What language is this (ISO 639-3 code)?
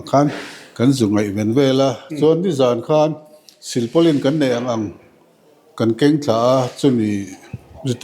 lus